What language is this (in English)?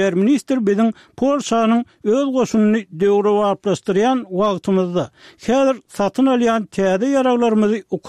Turkmen